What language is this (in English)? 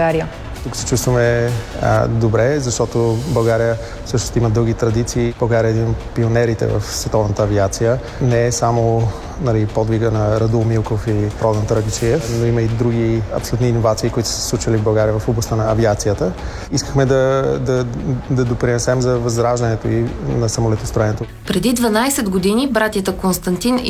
Bulgarian